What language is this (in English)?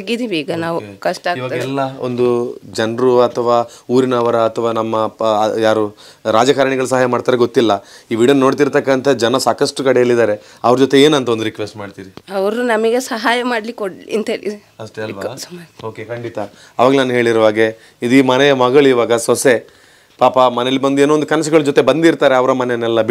Kannada